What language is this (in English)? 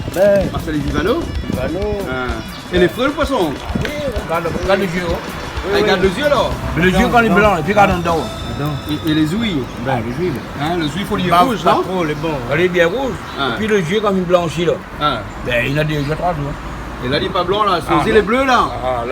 Réunion Creole French